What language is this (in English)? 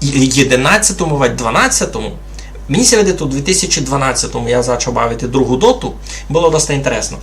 Rusyn